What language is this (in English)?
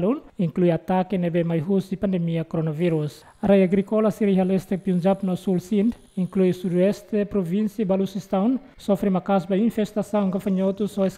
Tetum